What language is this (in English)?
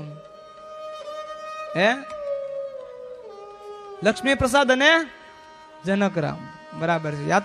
Gujarati